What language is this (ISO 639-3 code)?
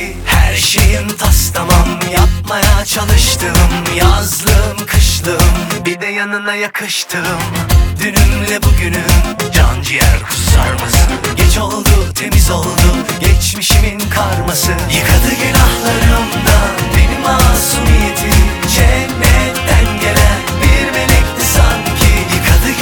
tur